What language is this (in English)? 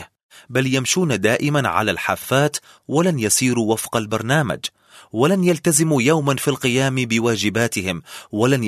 Arabic